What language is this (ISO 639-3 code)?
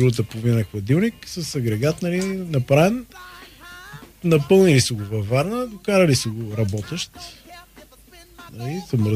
bul